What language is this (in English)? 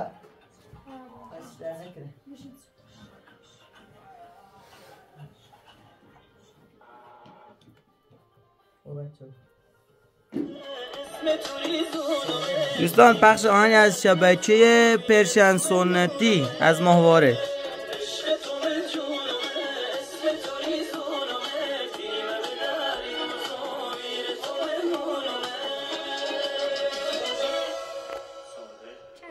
Persian